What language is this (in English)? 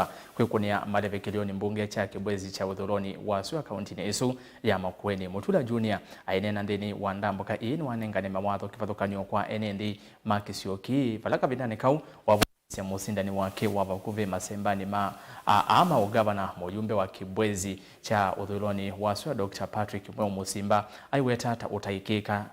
Kamba